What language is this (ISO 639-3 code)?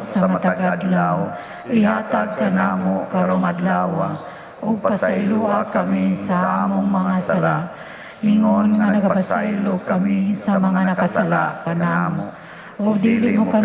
ceb